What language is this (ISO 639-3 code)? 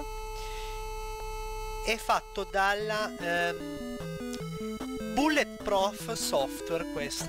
ita